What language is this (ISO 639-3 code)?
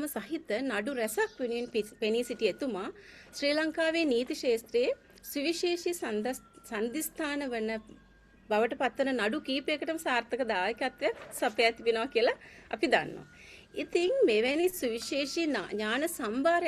sin